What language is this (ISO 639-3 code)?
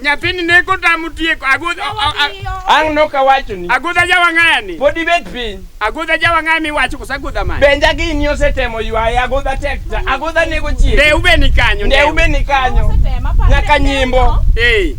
luo